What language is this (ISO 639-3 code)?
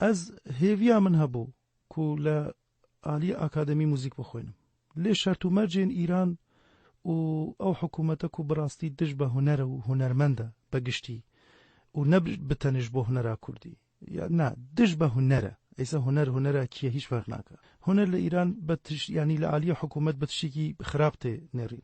kur